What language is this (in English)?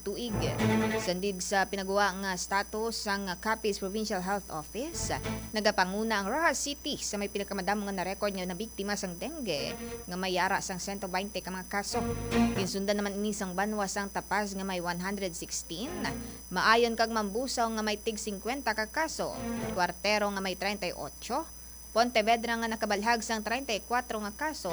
Hiligaynon